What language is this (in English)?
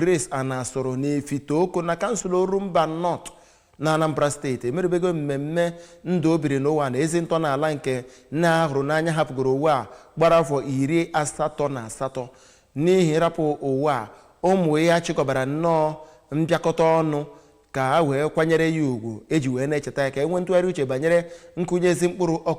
Igbo